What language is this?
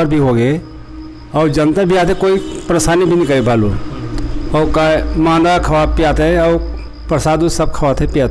Chhattisgarhi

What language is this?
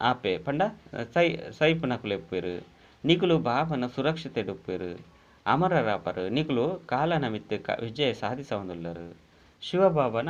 Tulu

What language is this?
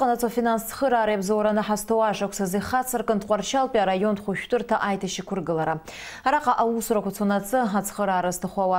Abkhazian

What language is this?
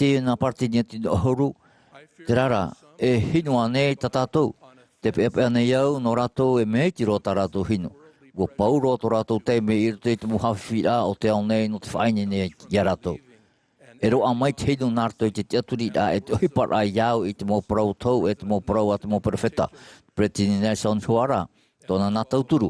Tahitian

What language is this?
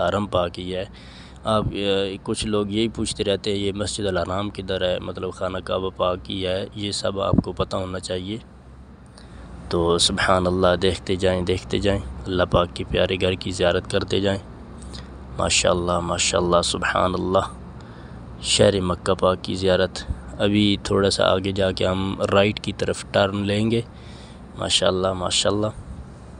Urdu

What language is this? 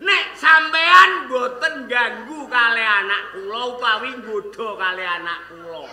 Javanese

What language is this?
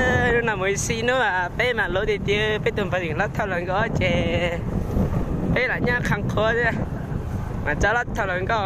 Hmong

